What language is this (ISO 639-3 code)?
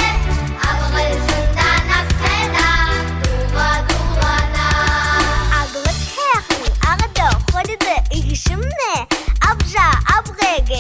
bua